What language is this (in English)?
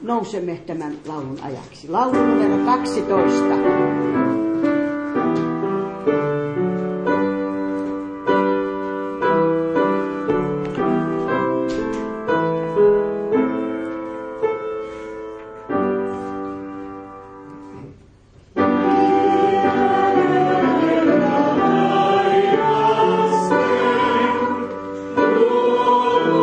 Finnish